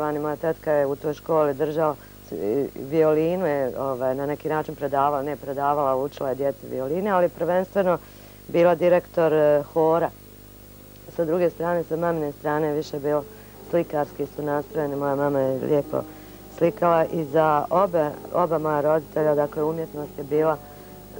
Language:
Bosnian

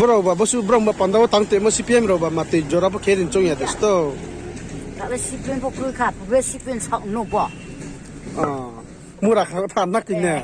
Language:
Riang (India)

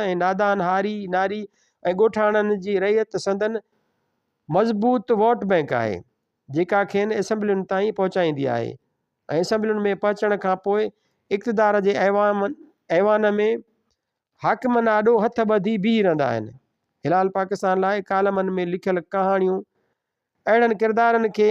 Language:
Sindhi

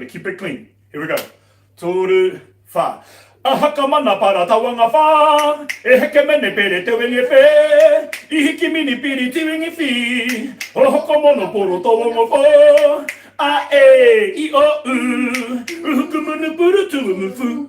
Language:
Māori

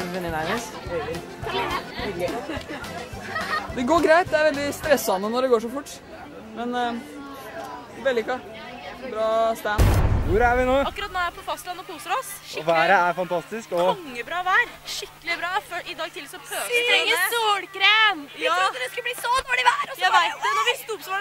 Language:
Norwegian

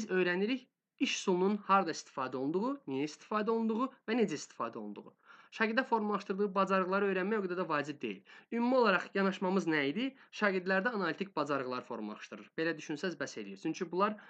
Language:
Azerbaijani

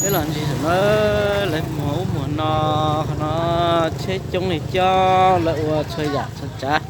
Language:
Hmong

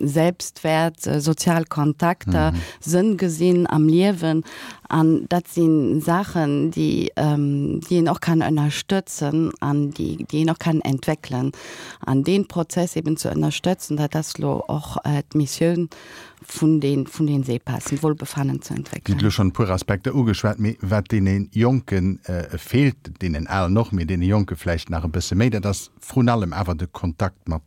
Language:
Luxembourgish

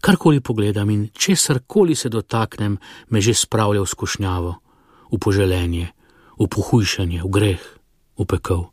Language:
Slovenian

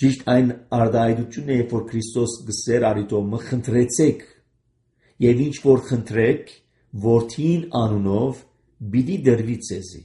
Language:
Armenian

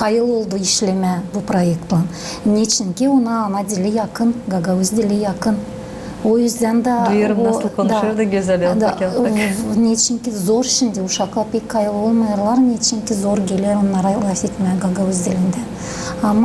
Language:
Gagauz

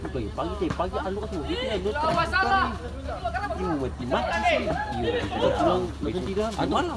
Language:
Ambonese Malay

